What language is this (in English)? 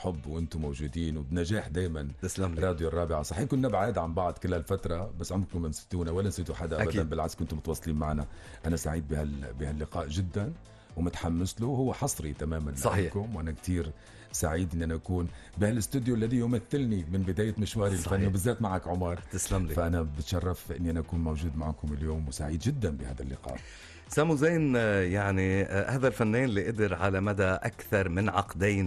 North Levantine Arabic